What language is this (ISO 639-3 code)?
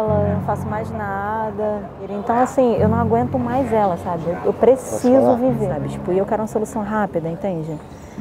por